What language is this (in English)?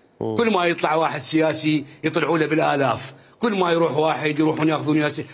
Mesopotamian Arabic